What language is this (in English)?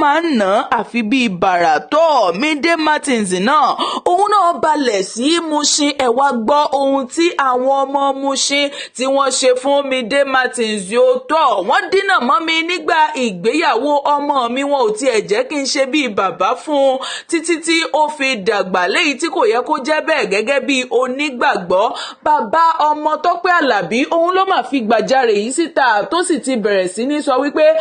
Yoruba